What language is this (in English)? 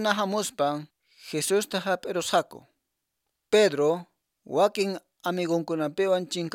Quechua